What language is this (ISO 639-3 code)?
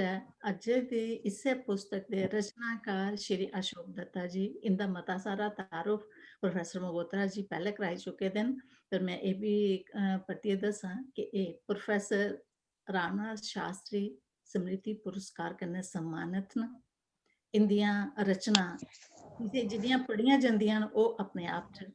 doi